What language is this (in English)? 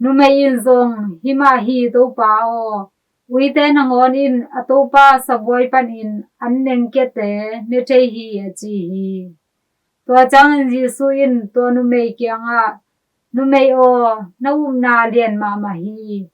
Tedim Chin